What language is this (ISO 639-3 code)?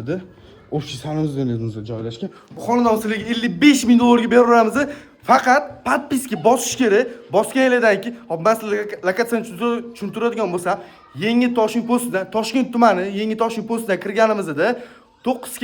uzb